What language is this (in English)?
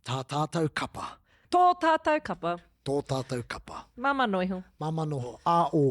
Māori